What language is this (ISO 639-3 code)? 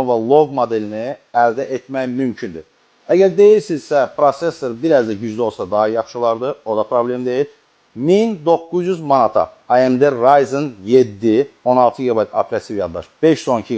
aze